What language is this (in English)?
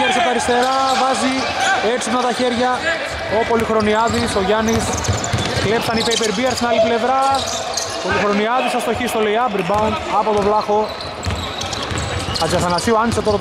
Greek